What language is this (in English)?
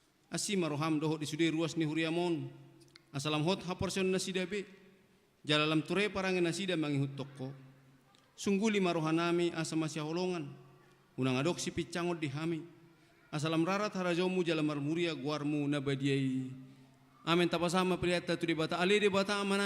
Batak Toba